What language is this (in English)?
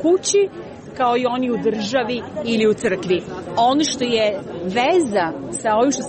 Serbian